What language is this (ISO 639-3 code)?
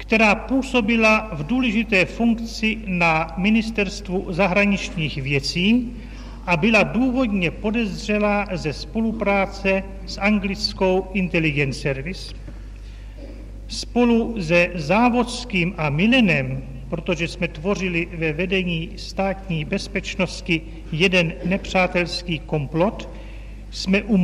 ces